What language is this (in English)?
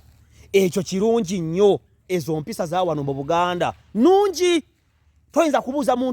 Ganda